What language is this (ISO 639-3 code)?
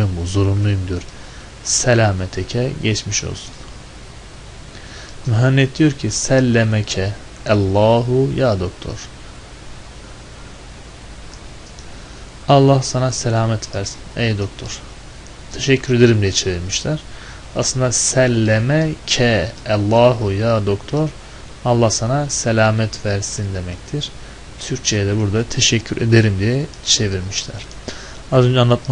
tur